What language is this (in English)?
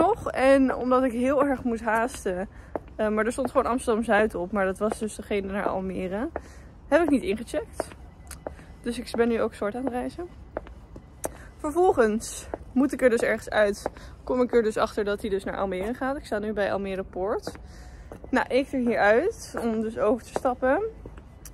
Dutch